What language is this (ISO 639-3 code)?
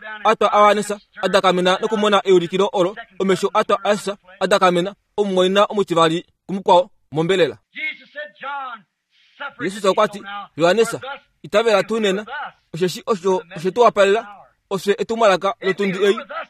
kua